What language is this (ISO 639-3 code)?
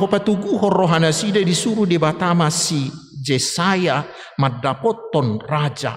bbc